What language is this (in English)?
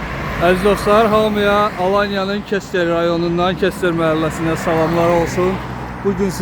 Azerbaijani